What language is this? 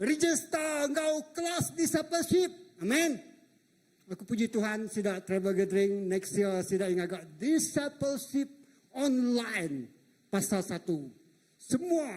Iban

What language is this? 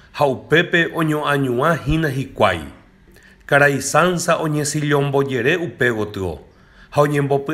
Guarani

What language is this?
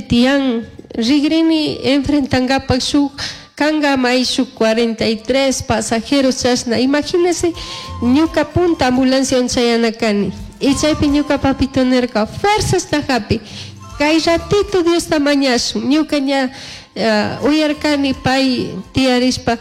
Chimborazo Highland Quichua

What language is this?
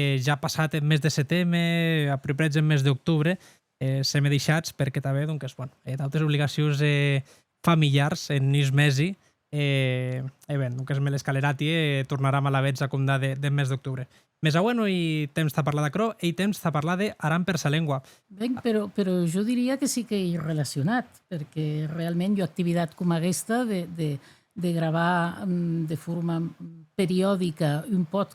Occitan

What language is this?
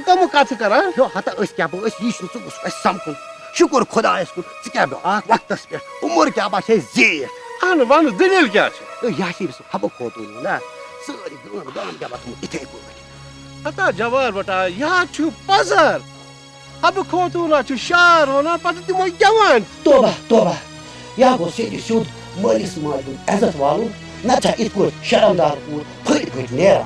Kashmiri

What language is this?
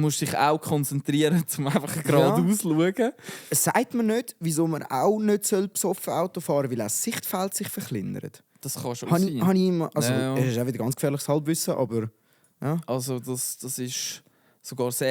Swiss German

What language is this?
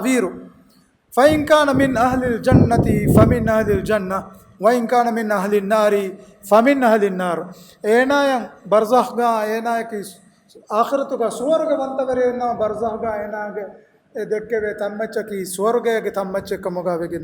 Divehi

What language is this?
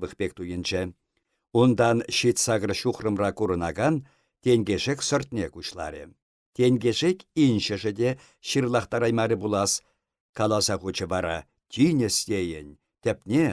Chuvash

